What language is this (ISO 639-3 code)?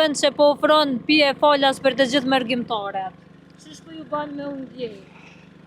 sqi